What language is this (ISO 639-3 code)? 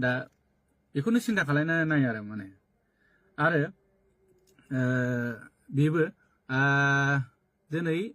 brx